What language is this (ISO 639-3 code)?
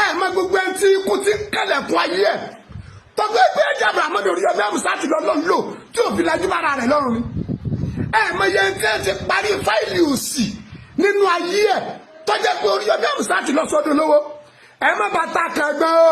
yor